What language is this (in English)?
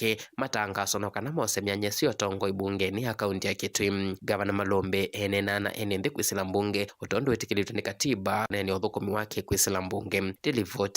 Kamba